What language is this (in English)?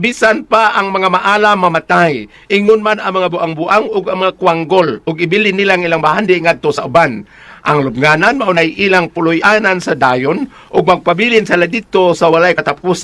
Cebuano